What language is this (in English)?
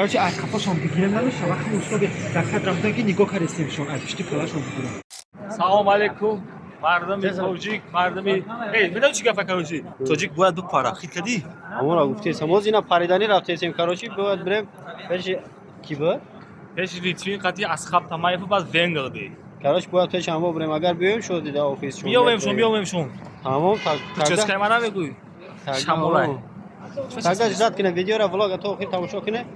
Tajik